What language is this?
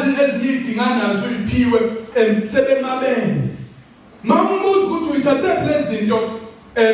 Zulu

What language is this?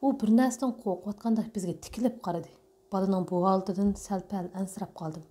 Uyghur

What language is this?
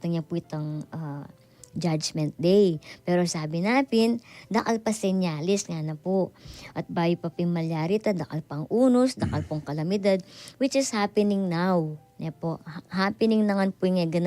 Pampanga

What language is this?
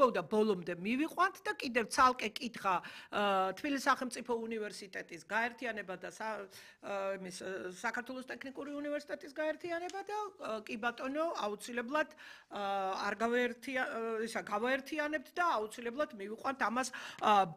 Georgian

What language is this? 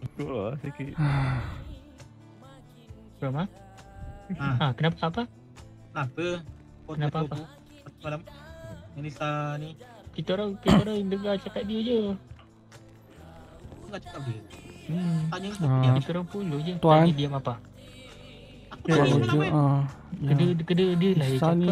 Malay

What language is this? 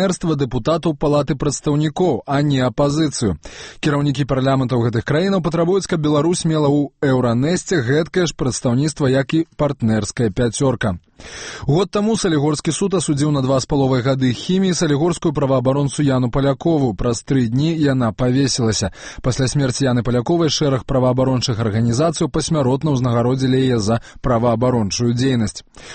Belarusian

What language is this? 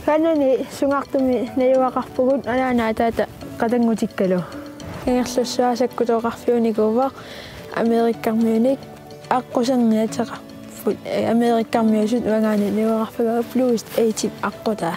Kalaallisut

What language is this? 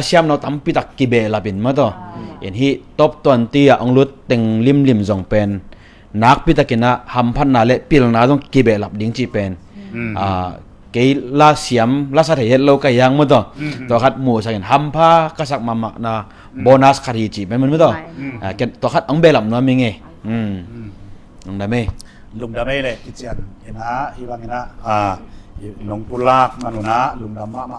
Tedim Chin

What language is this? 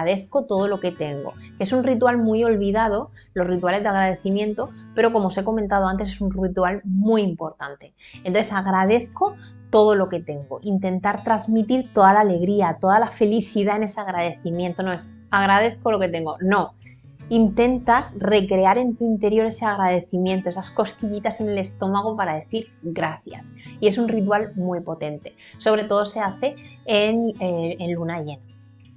Spanish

